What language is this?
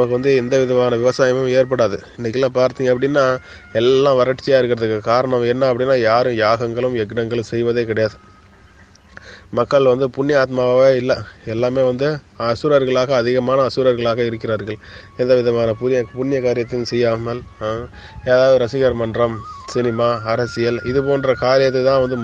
Tamil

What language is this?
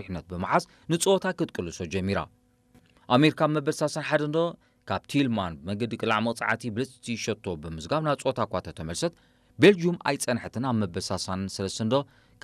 Tigrinya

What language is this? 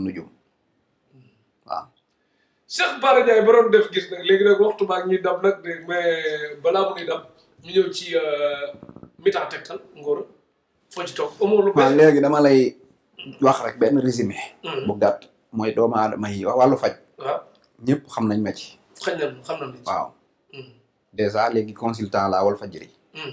Wolof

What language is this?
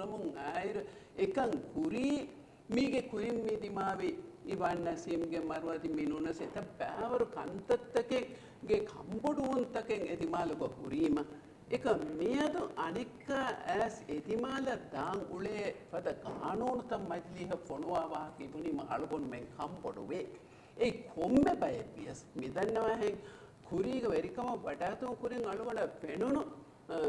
Divehi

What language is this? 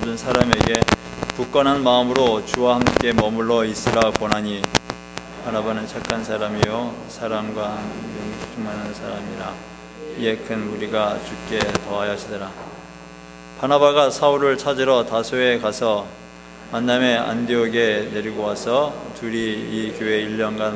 Korean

